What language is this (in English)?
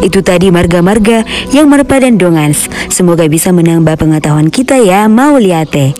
Batak Toba